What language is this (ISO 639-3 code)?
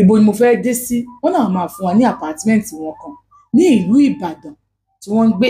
yor